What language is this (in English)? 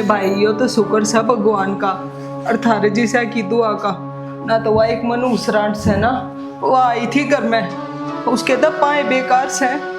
Haryanvi